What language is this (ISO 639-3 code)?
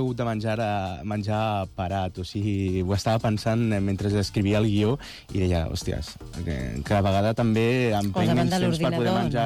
cat